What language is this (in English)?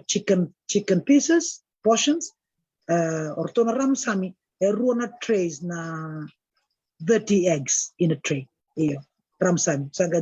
Fijian